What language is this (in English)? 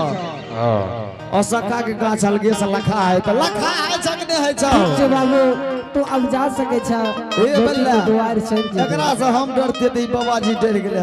Angika